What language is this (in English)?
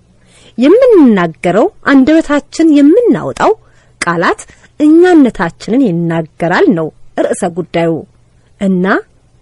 Amharic